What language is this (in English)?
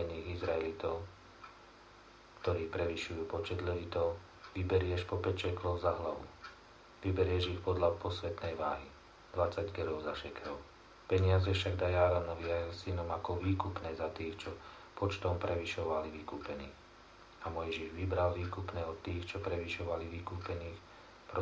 Slovak